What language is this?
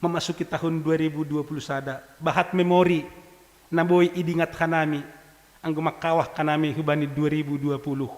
Batak Simalungun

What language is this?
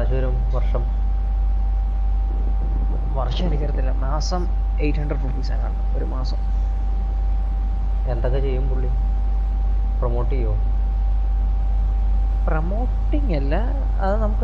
Malayalam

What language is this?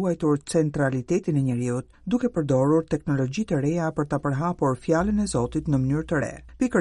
Albanian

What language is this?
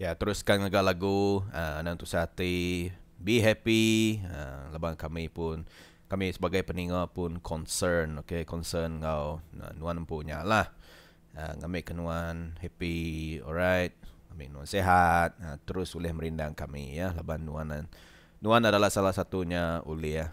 Iban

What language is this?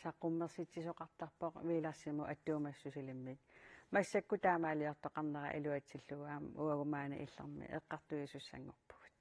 Kalaallisut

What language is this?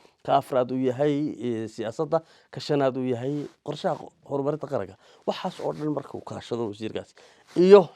Somali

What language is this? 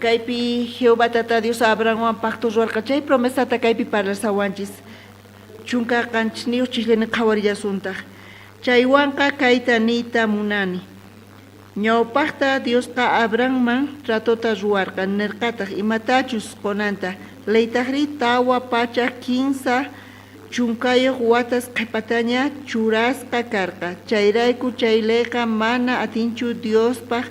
South Bolivian Quechua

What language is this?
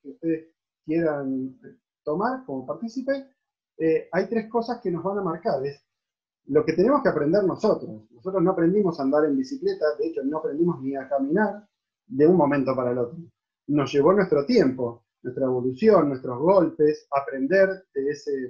Spanish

